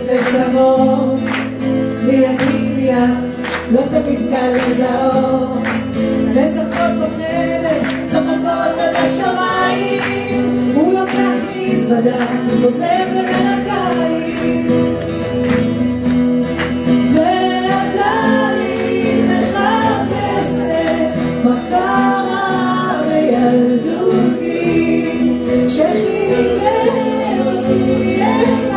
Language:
Hebrew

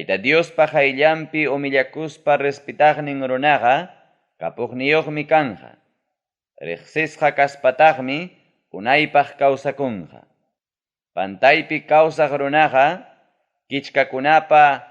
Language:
Ayacucho Quechua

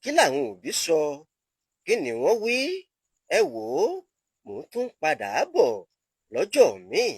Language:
Yoruba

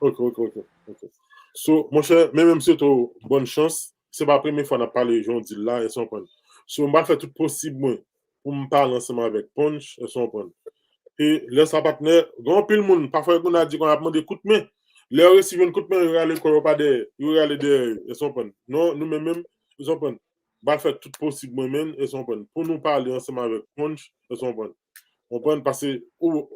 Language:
Haitian Creole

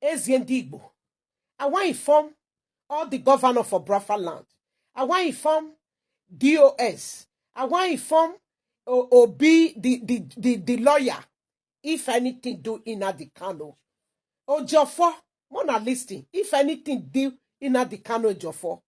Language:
Nigerian Pidgin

